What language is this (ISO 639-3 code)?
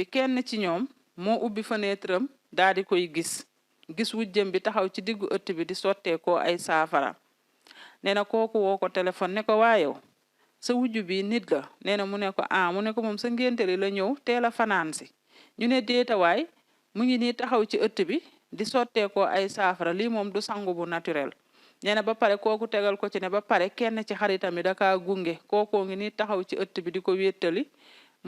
wol